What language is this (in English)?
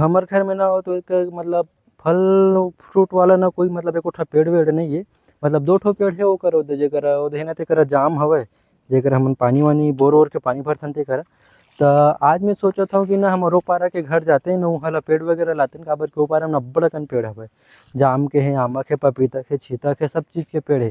Chhattisgarhi